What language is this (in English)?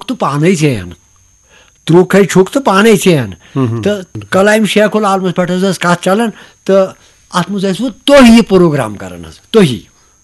Kashmiri